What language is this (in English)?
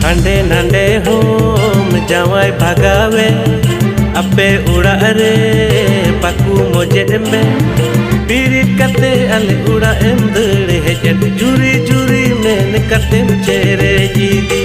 Santali